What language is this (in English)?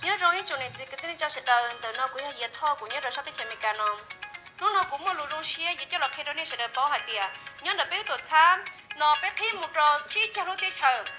Hmong